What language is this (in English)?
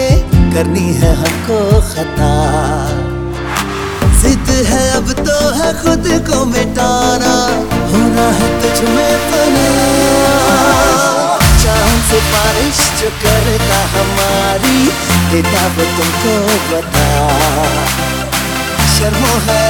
Hindi